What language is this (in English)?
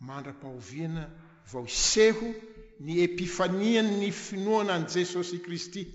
Malagasy